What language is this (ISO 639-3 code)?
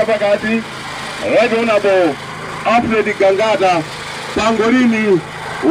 nya